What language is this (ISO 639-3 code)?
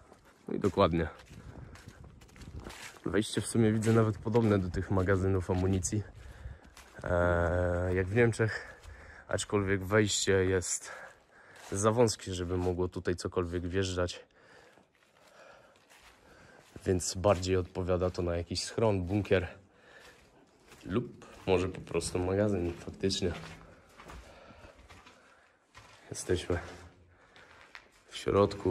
pol